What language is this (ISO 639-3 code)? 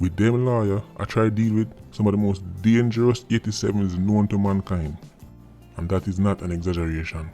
jam